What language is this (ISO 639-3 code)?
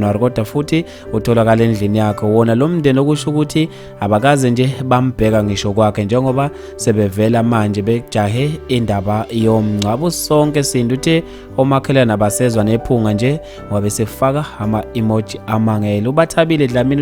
zul